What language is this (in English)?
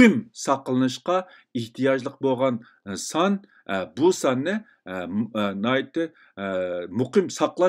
Uyghur